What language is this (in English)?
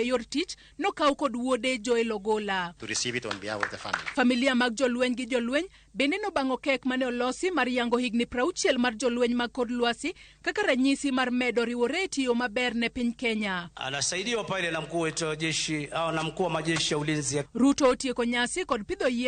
Luo (Kenya and Tanzania)